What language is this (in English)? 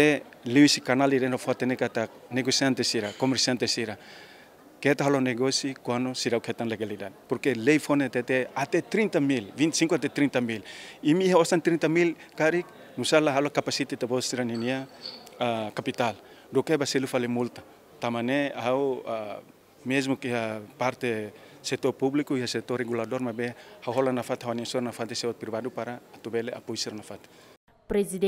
Tetum